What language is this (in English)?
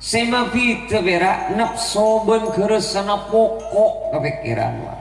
Madurese